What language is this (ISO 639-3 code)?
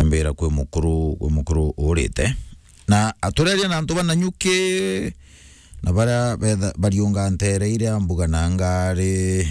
mer